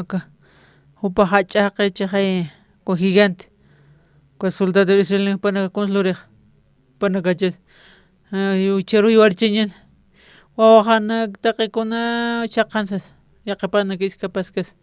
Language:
Aymara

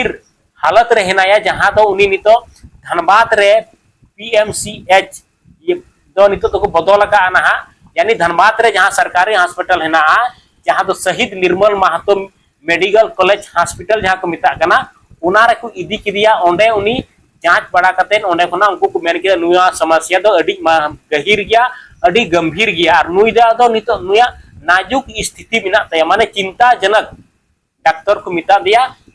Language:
Santali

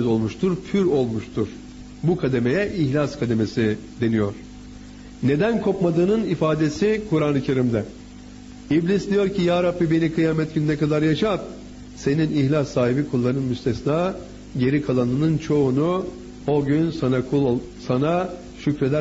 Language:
Turkish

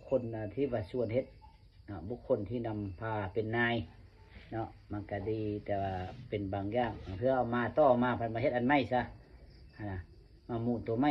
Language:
Lao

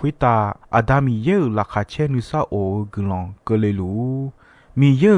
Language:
Akha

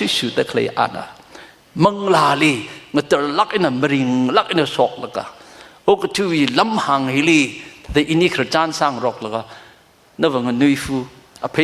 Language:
Tangkhul Naga (India)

